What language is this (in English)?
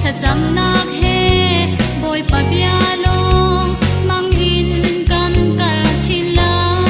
Falam Chin